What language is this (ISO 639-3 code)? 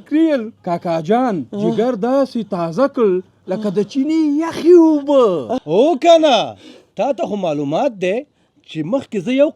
pus